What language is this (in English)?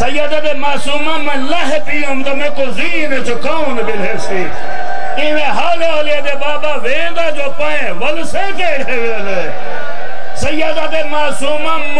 Saraiki